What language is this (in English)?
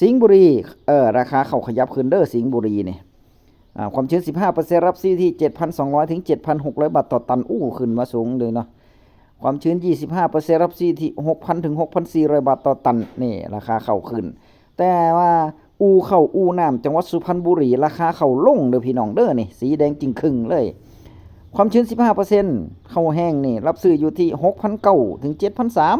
Northeastern Thai